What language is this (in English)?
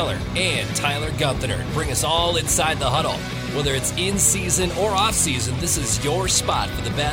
English